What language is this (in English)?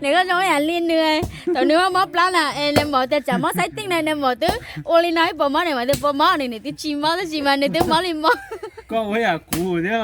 Hmong